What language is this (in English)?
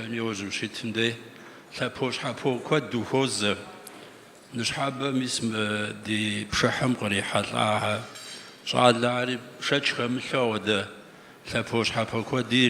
Kabardian